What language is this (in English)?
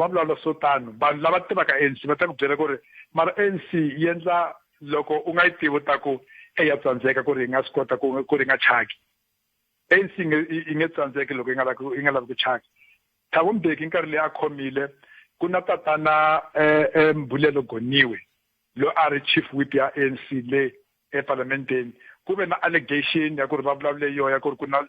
Tsonga